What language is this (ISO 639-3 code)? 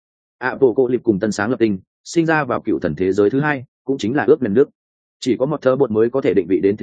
vie